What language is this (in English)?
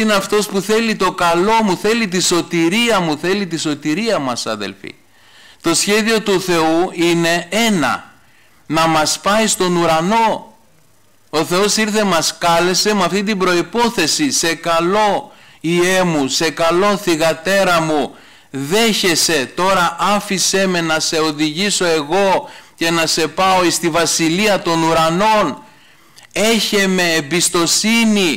Greek